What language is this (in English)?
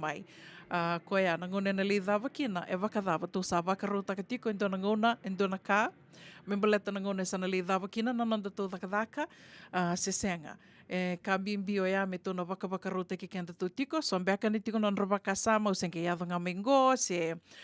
Fijian